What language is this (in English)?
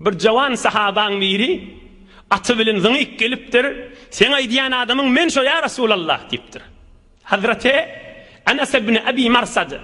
Turkmen